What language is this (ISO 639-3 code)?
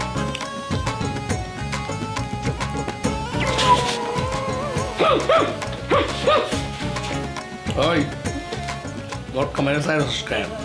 ben